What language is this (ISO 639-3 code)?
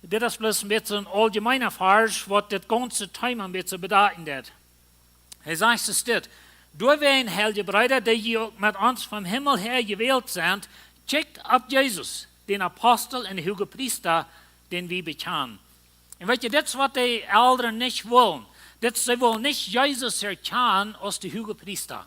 pdt